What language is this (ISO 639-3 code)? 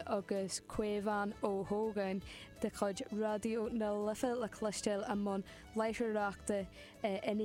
gle